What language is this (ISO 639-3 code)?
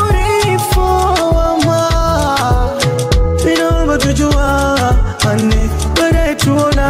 swa